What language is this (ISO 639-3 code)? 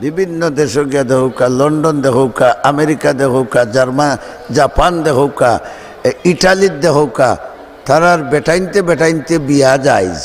syl